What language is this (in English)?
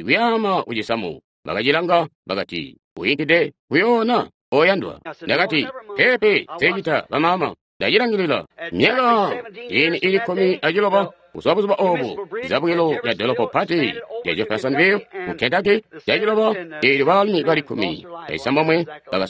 Tonga (Zambia)